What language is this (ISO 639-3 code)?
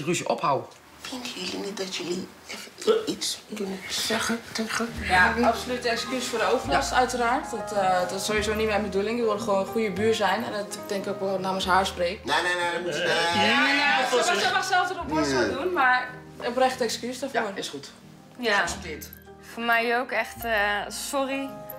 nld